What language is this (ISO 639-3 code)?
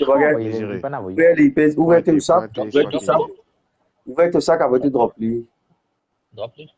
mfe